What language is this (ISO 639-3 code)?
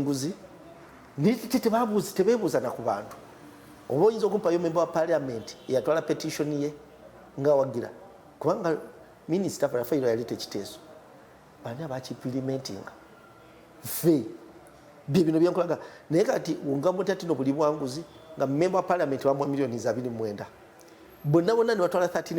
lug